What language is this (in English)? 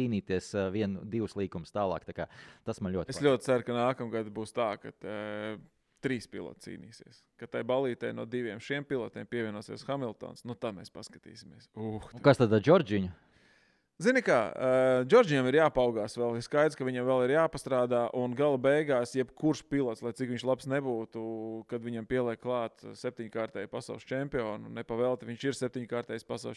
Latvian